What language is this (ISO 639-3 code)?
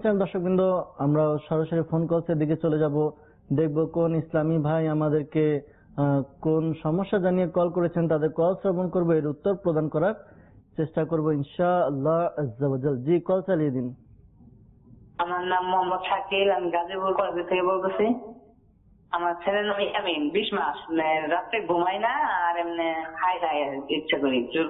ben